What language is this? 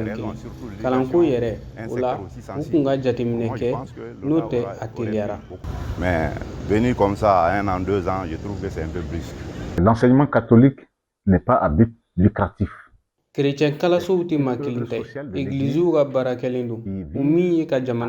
Bambara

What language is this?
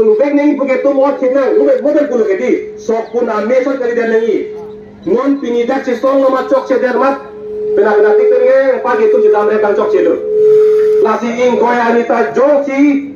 Karbi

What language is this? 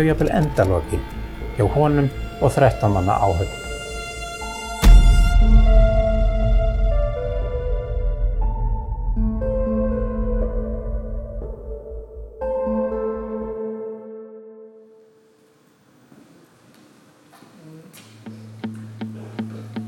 Icelandic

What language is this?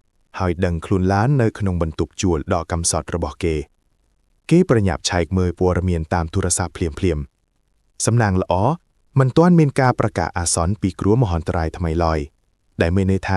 Khmer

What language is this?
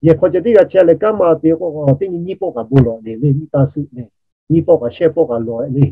Lahu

